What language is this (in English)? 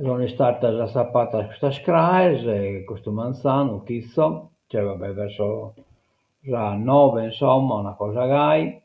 Sardinian